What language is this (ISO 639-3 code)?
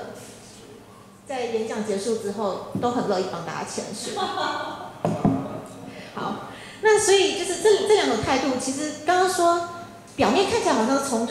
zho